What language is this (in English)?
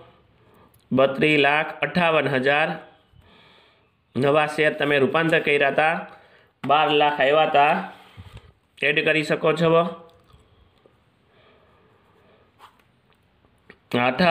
Gujarati